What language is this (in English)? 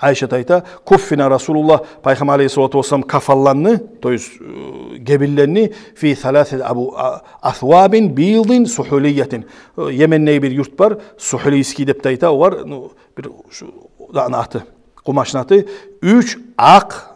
Kumyk